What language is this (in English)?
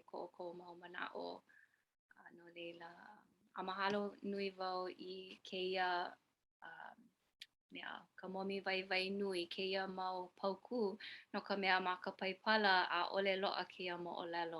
Hawaiian